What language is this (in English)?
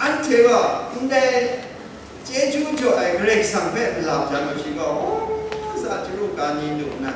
Kachin